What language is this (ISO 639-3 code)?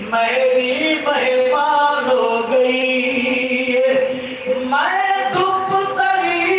skr